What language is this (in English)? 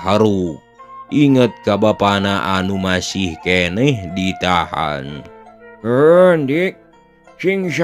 Sundanese